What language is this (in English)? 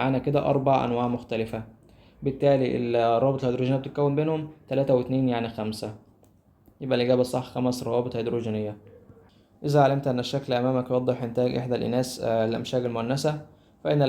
Egyptian Arabic